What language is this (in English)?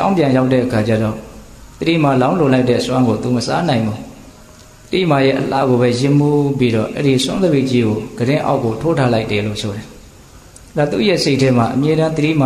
Burmese